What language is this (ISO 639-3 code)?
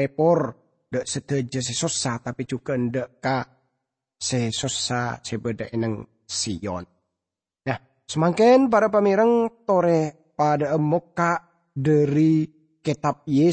mad